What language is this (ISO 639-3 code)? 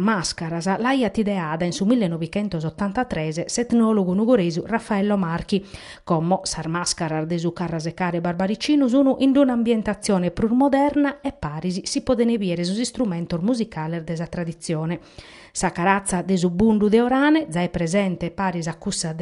srd